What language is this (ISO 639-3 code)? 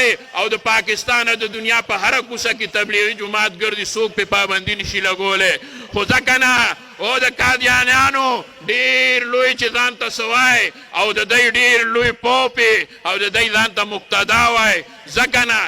pus